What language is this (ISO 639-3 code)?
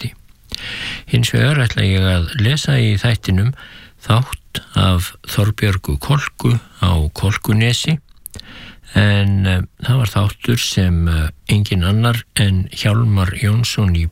isl